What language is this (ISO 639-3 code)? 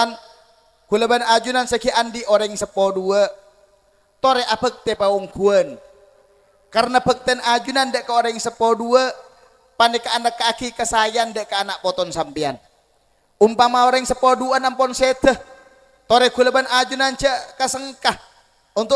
mad